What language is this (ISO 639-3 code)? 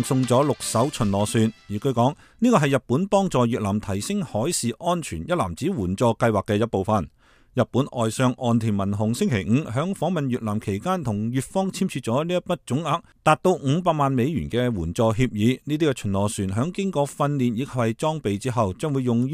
yue